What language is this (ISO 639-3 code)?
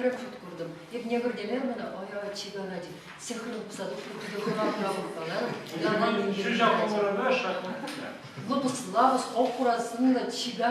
chv